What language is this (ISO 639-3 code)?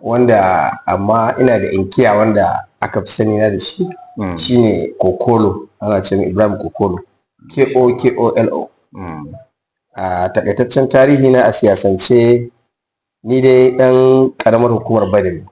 hau